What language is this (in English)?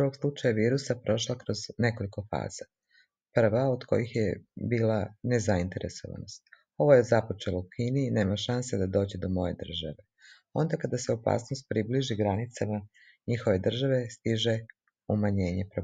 Serbian